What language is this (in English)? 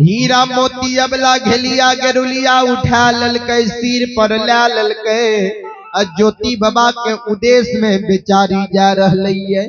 Maithili